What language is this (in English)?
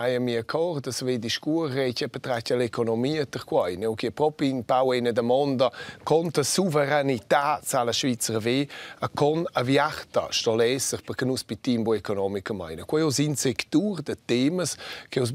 Romansh